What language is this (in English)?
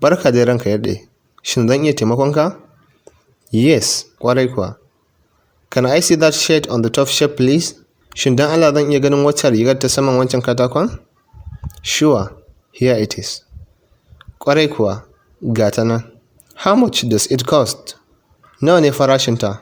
Hausa